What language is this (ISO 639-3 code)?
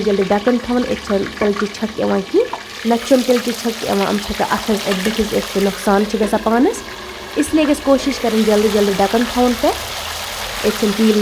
kas